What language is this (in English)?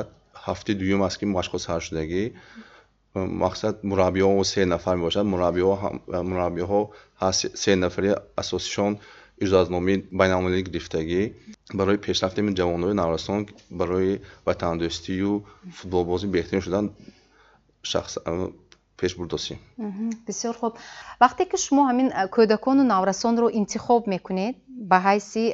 Tajik